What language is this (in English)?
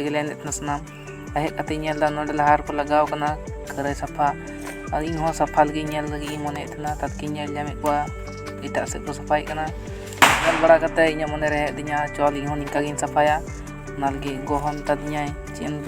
Santali